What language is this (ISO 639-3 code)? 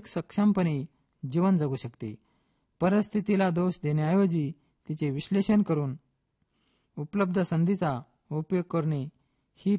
mar